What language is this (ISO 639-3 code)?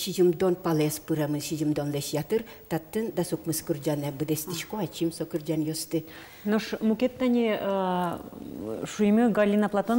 udm